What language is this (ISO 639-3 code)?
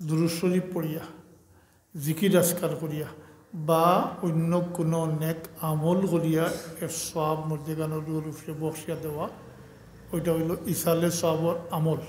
syl